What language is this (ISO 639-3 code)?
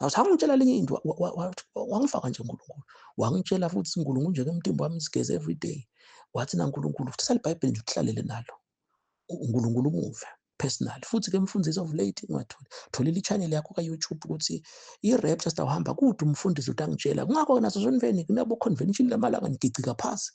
zul